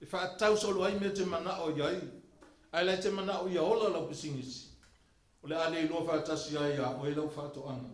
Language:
Samoan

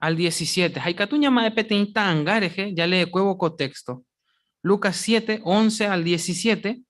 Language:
Guarani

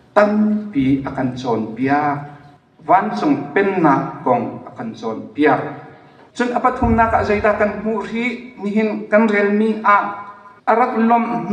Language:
Hakha Chin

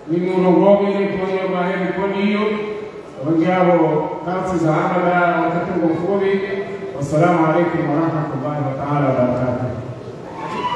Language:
Swahili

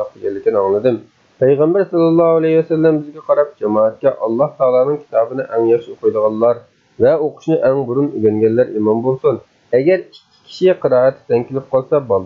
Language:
Uyghur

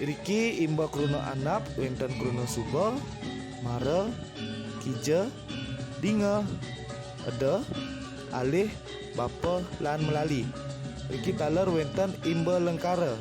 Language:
Balinese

